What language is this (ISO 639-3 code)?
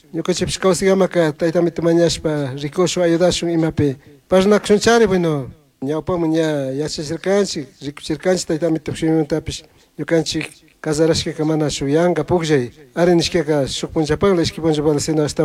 qug